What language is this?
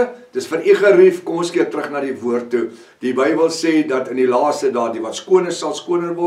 Afrikaans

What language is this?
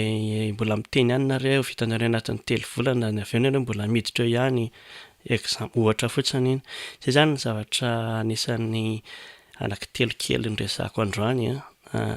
Malagasy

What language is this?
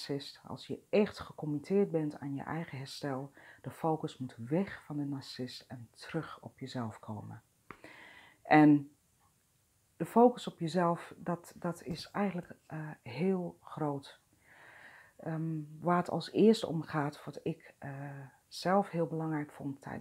Dutch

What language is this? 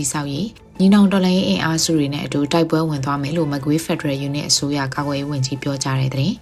Burmese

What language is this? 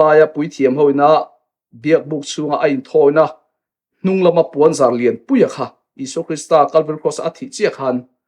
Mizo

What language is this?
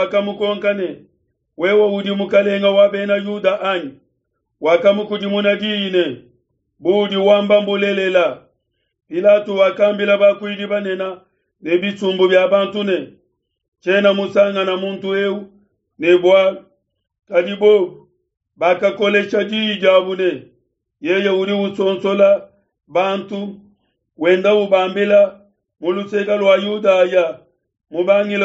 Luba-Lulua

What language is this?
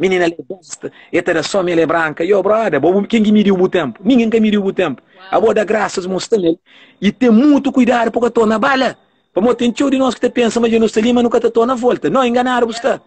Kabuverdianu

